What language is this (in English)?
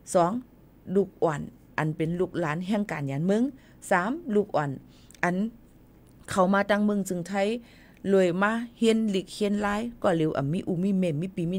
Shan